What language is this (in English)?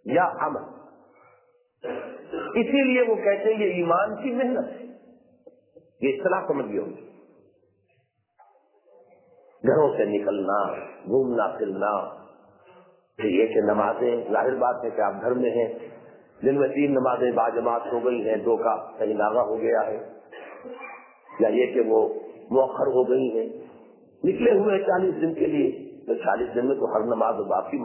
Urdu